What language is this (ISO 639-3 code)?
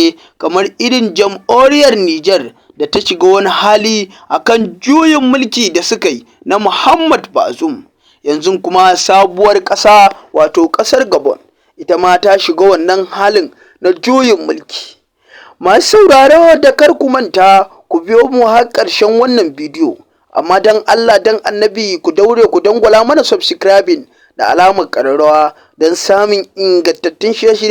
hau